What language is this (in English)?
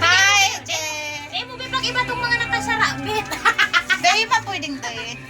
Bikol